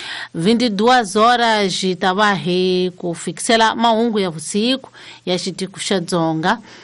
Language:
Tsonga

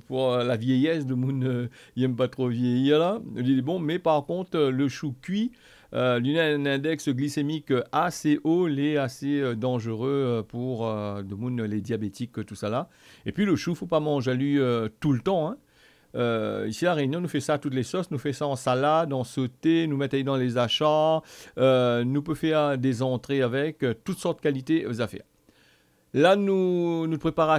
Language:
Réunion Creole French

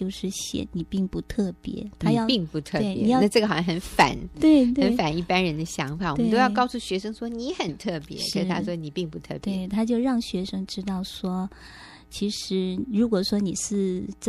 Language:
Chinese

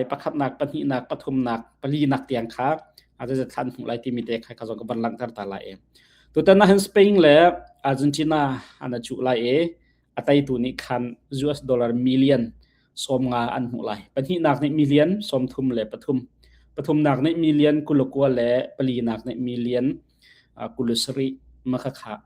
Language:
Hakha Chin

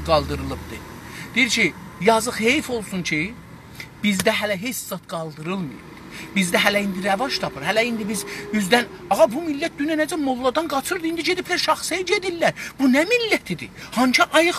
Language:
South Azerbaijani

